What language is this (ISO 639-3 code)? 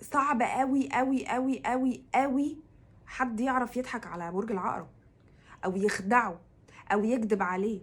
arz